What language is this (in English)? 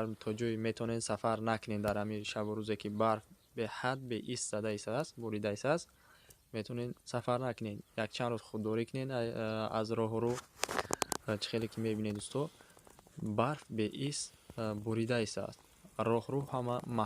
Tajik